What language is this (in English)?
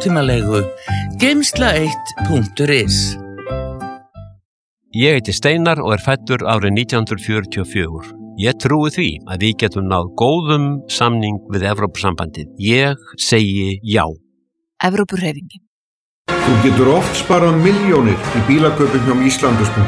Icelandic